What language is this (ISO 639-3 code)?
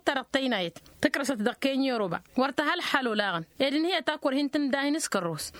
taq